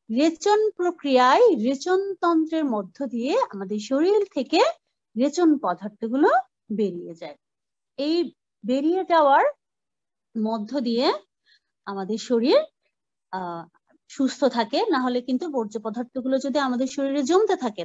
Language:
Bangla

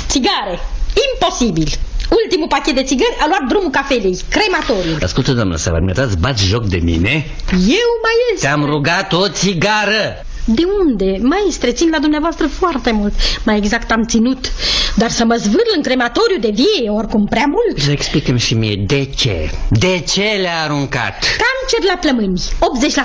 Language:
Romanian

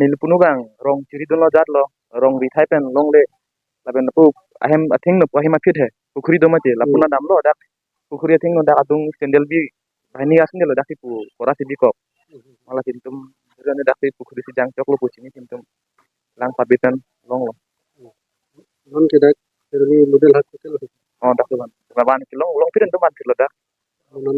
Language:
Karbi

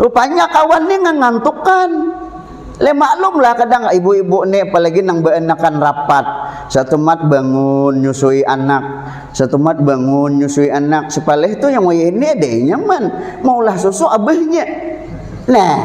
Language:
Banjar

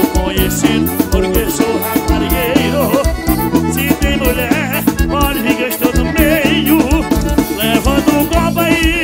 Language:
Portuguese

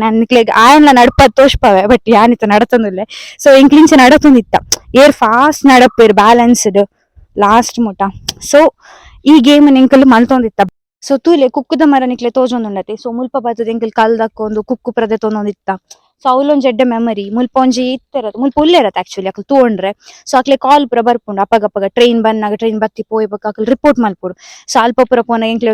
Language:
Tulu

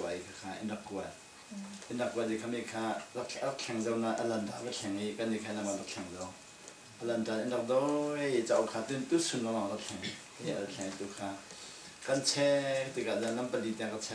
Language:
Falam Chin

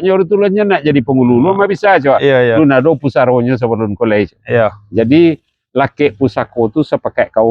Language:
Minangkabau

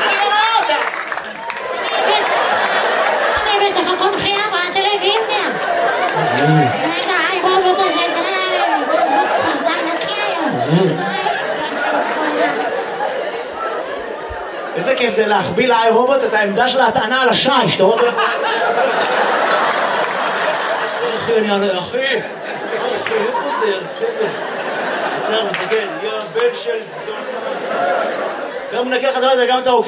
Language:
Hebrew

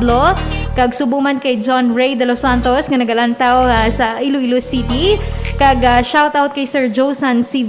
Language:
Hiligaynon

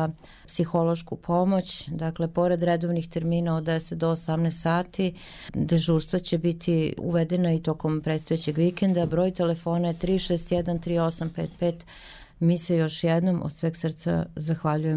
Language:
Serbian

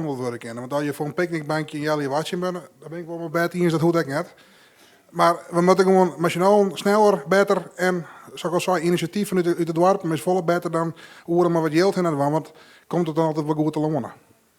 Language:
Western Frisian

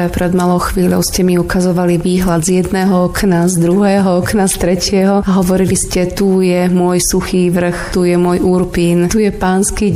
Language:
Slovak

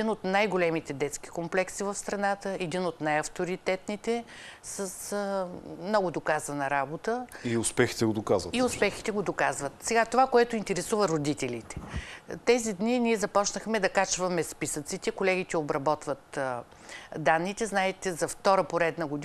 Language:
Bulgarian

